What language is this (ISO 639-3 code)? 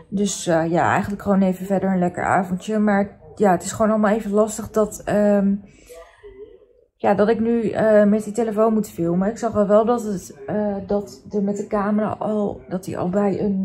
nld